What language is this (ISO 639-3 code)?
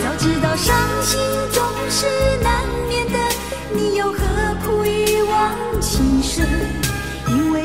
zho